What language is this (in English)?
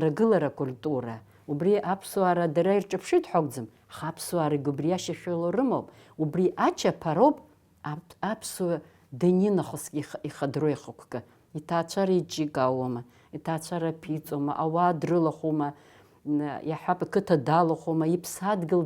Abkhazian